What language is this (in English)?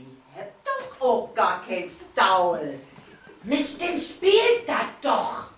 Low German